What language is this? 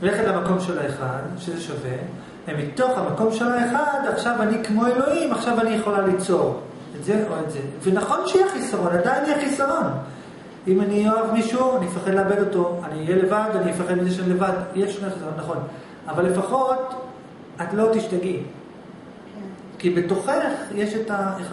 Hebrew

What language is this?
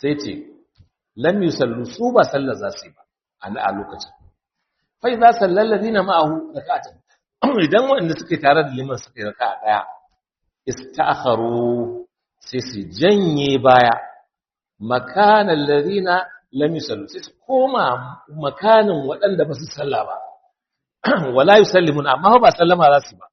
Hausa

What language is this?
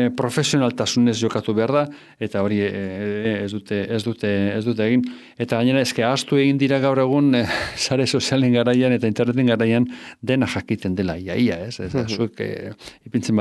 Basque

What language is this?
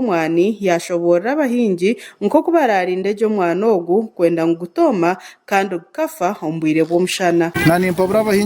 Nyankole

